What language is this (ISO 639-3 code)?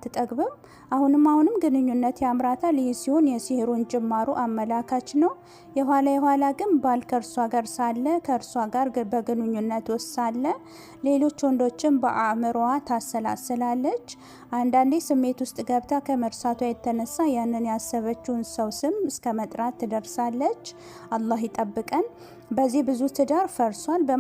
amh